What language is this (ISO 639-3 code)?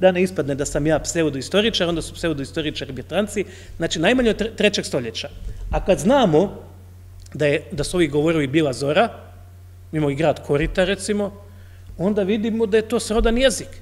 hrv